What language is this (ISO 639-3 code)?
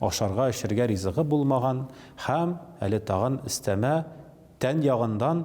tat